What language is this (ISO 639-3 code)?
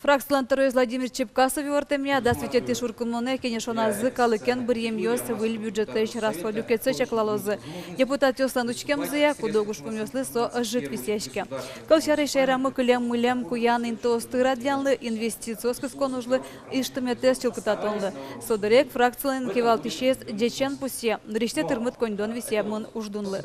udm